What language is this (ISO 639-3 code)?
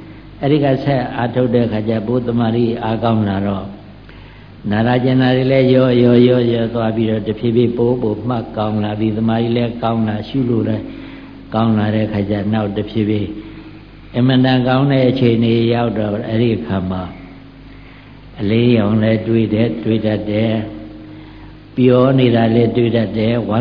mya